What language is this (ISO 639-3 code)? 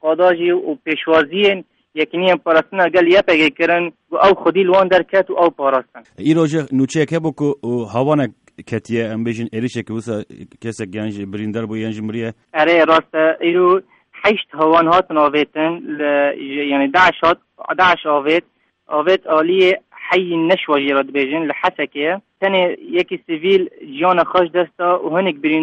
kur